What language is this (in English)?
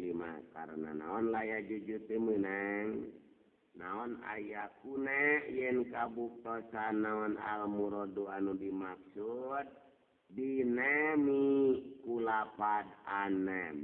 Sundanese